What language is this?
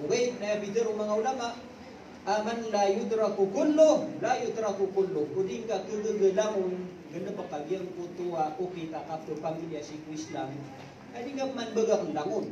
Maranao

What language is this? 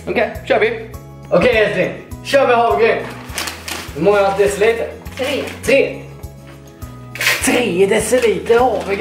Swedish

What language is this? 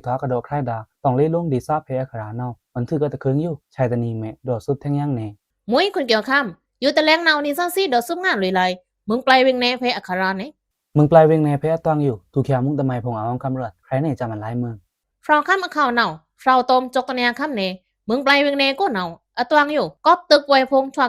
Pa'o Karen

